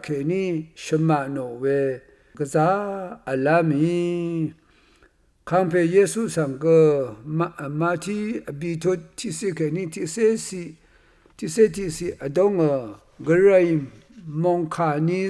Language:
Rawang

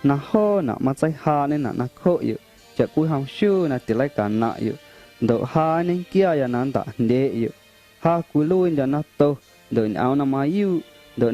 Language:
Guerrero Amuzgo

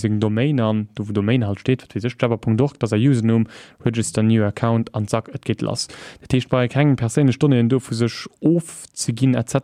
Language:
Luxembourgish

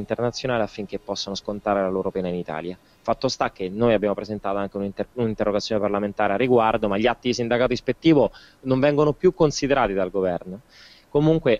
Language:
Italian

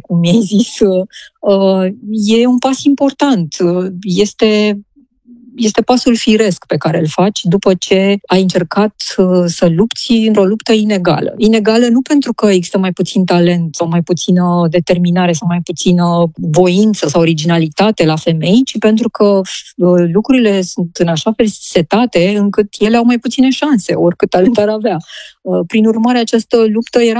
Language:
Romanian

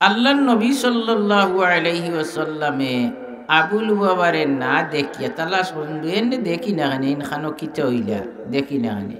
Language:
Sylheti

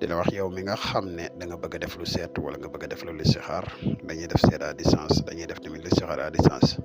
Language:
Wolof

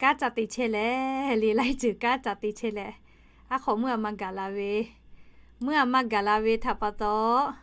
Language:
Lahu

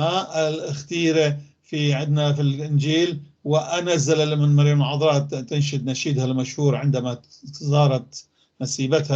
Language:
North Levantine Arabic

